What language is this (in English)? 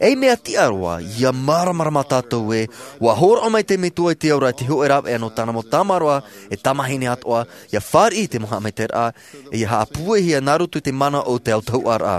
Tahitian